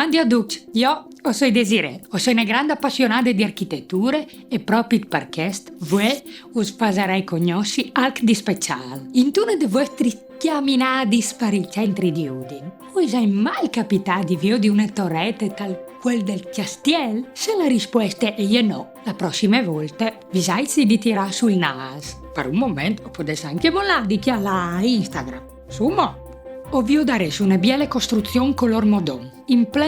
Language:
Friulian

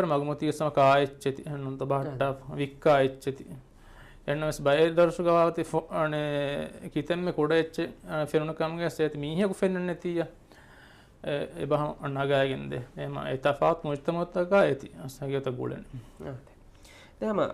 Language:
Divehi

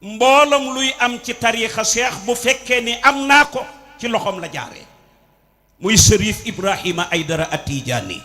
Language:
Wolof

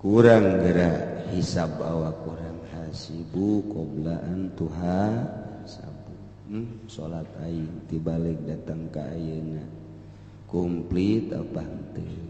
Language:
Sundanese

